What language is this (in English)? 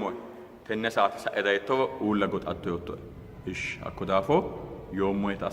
Sidamo